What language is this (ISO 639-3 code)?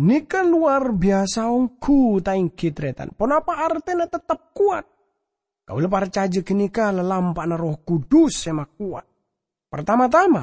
mad